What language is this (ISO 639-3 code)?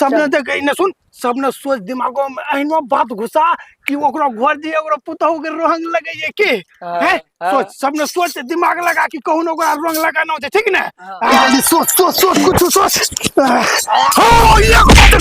mai